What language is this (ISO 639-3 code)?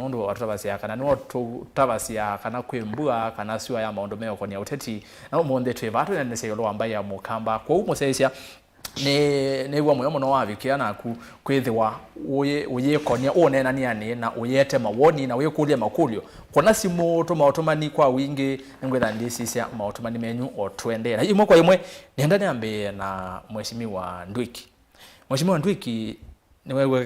kam